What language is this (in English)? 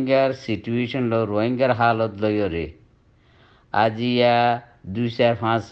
Rohingya